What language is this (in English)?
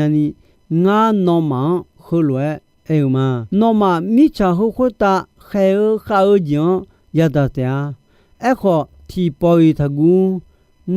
Akha